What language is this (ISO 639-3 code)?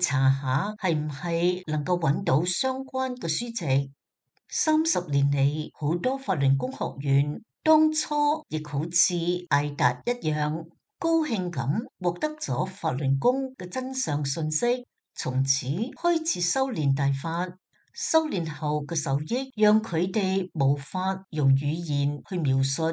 yue